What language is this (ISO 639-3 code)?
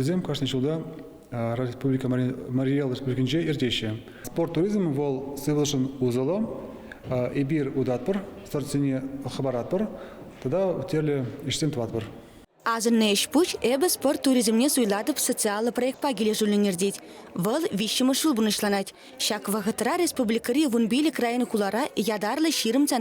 chv